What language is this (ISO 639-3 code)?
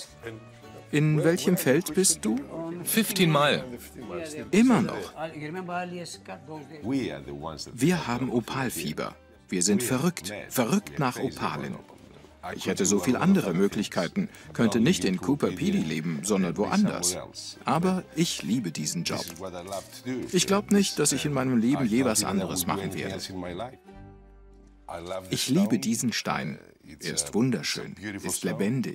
deu